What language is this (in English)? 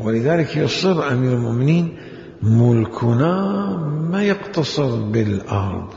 Mesopotamian Arabic